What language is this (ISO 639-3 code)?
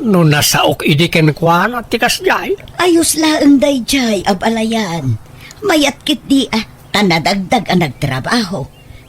ilo